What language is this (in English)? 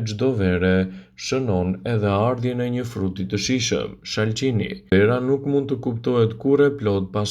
Albanian